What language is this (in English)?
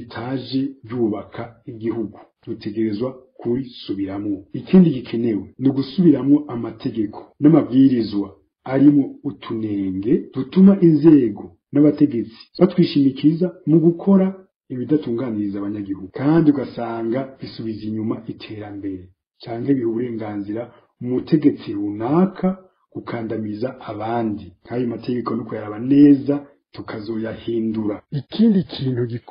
Rundi